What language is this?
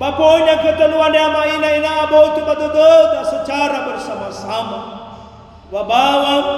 Nias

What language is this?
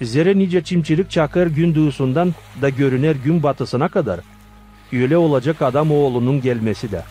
Gagauz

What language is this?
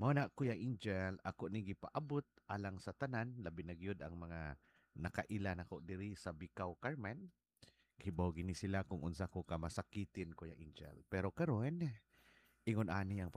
Cebuano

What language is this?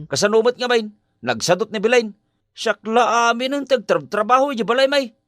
Iloko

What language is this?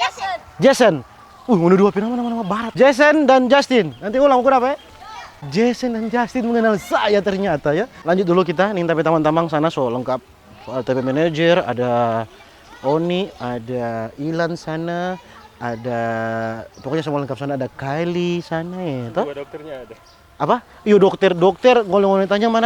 Manado Malay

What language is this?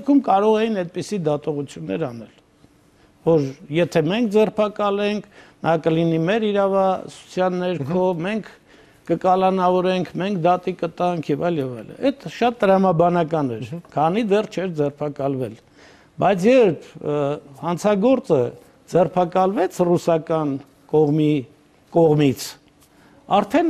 Armenian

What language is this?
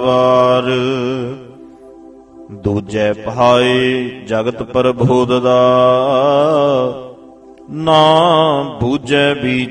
Punjabi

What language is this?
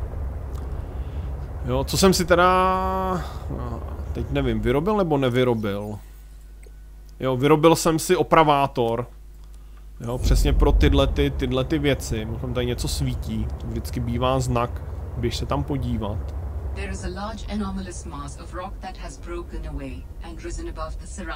Czech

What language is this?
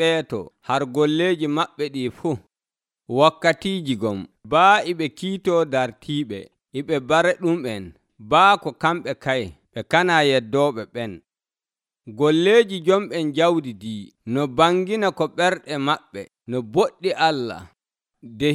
Nigerian Fulfulde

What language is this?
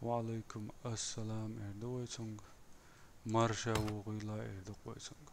Chechen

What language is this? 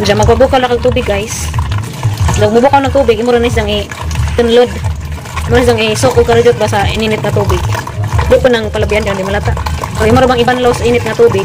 Cebuano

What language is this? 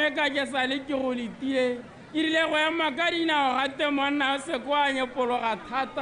Tswana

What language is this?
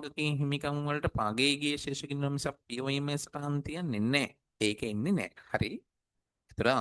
Sinhala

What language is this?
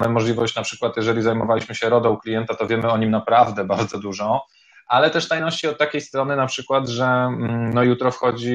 Polish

